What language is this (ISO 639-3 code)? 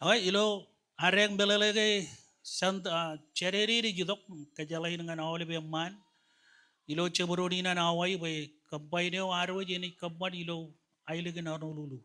mah